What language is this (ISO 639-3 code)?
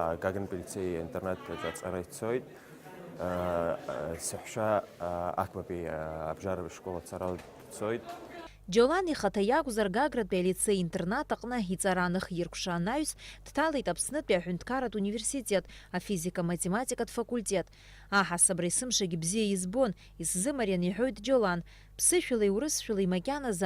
abk